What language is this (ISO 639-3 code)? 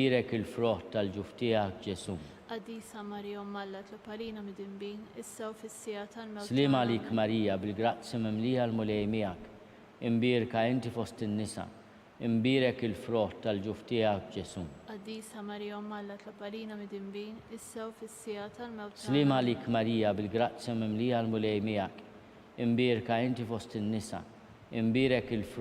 mlt